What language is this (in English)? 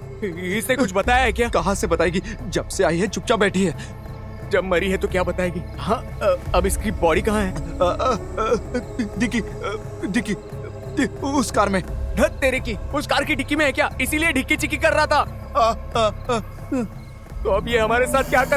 Hindi